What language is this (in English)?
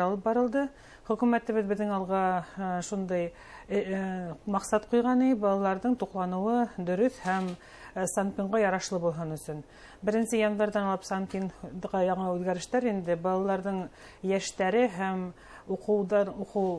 Bashkir